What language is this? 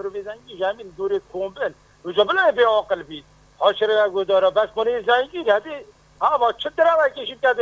Persian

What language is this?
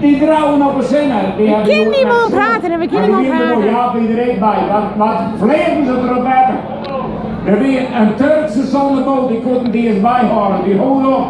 Western Frisian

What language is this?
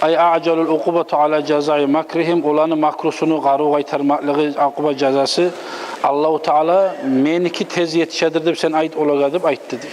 Kumyk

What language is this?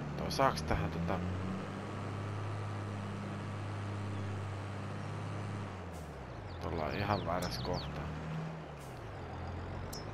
Finnish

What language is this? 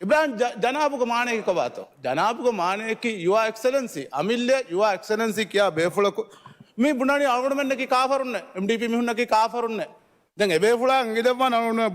Divehi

